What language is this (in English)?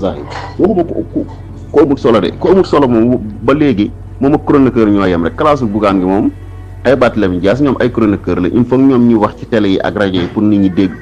Wolof